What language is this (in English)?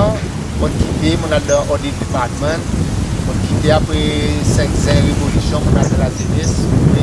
Seselwa Creole French